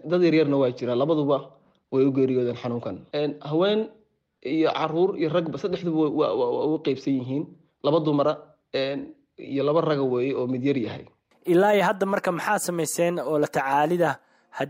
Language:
Somali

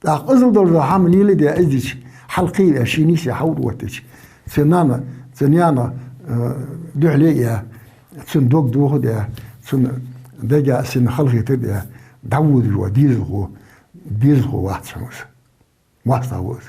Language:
Ingush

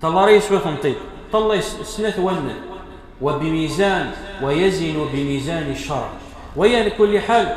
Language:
Kabyle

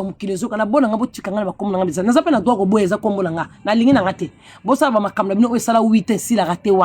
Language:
Lingala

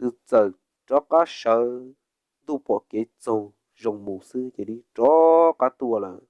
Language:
Hmong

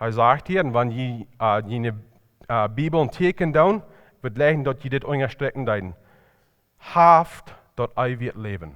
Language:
Plautdietsch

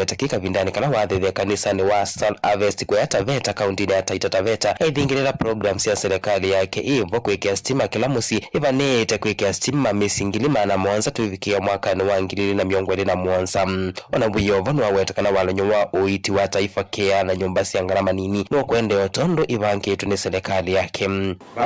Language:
Kamba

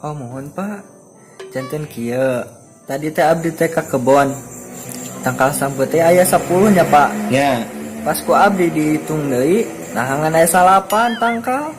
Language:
Sundanese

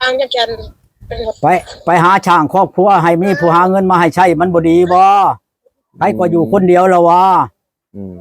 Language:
Lao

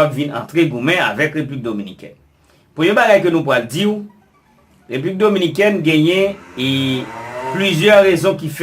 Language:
Haitian Creole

